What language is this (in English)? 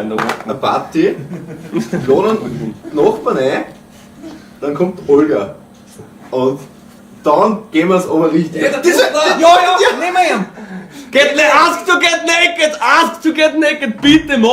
Bavarian